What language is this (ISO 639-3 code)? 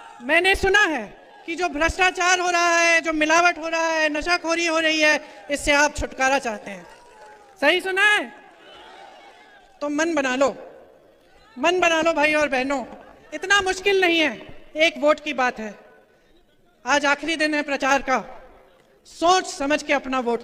hin